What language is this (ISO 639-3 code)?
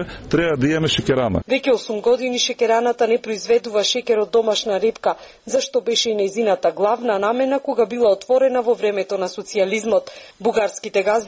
mkd